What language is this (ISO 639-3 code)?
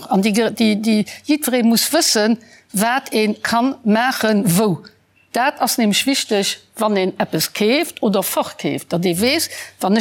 ltz